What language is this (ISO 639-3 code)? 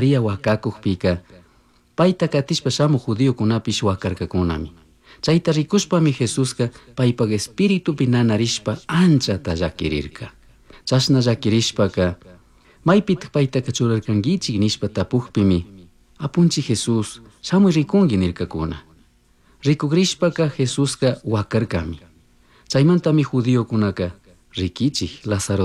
qug